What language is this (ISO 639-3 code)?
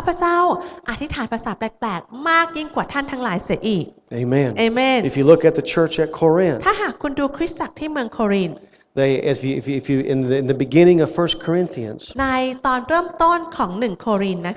tha